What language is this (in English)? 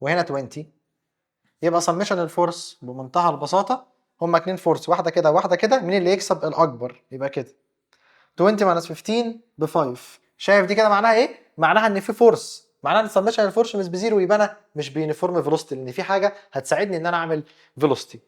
Egyptian Arabic